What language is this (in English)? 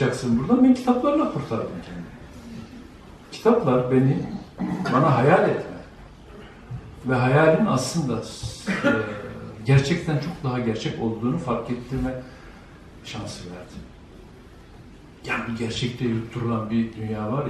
Turkish